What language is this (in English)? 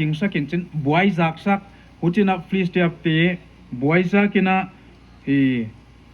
Paite Chin